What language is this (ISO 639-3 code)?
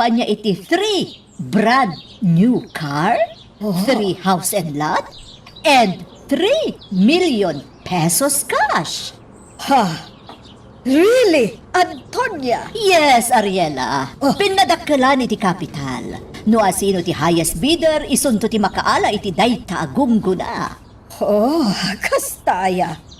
ilo